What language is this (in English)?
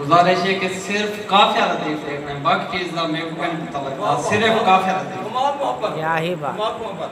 Saraiki